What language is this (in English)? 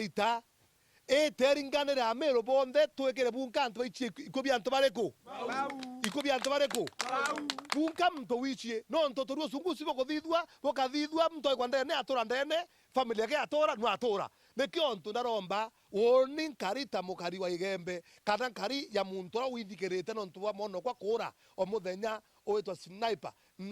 Meru